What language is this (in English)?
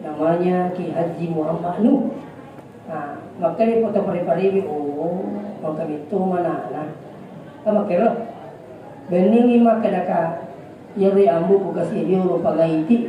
Buginese